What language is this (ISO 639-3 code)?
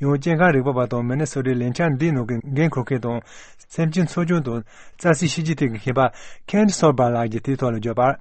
bod